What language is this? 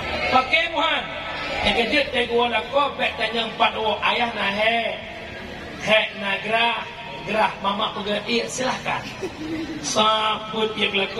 Achinese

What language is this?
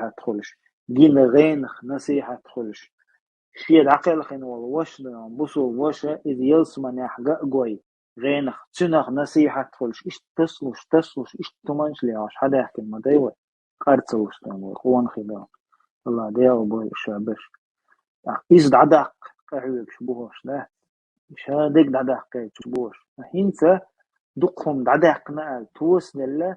Chechen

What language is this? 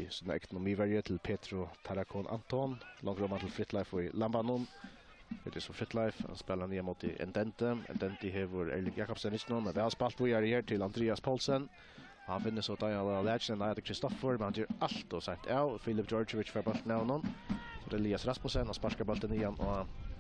Faroese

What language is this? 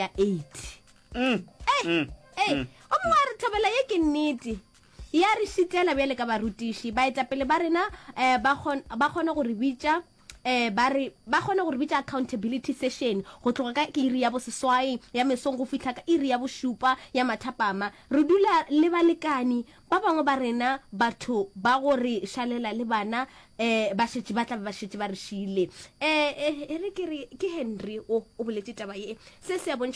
Northern Sotho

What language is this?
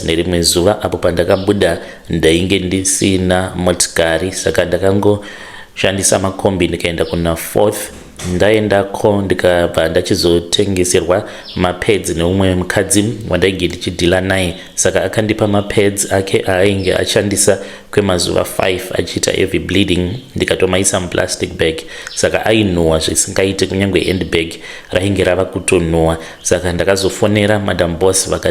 Shona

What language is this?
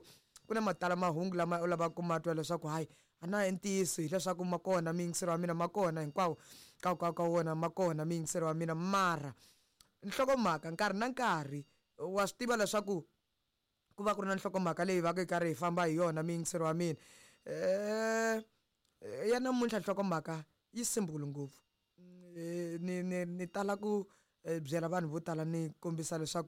Tsonga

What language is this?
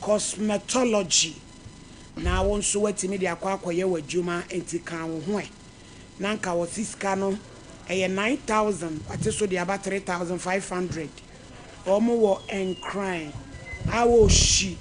Akan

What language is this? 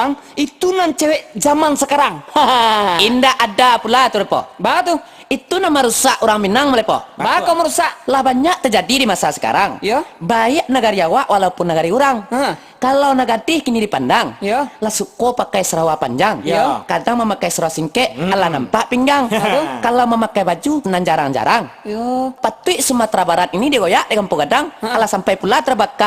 Minangkabau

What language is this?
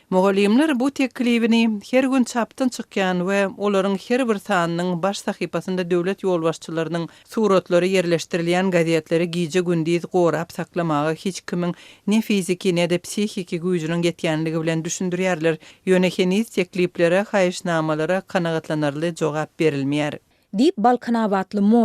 Turkmen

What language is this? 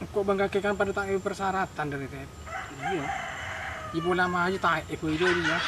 Madurese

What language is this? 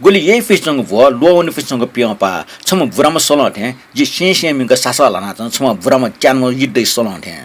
Newari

